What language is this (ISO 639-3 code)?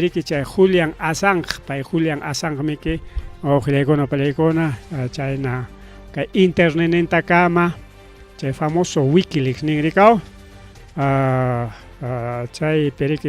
quy